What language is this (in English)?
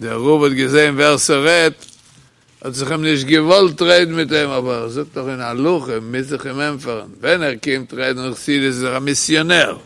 Yiddish